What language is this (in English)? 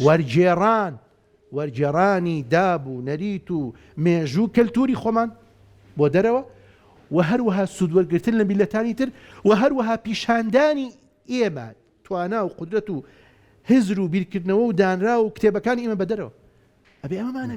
Central Kurdish